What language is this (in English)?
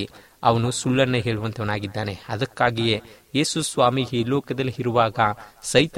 Kannada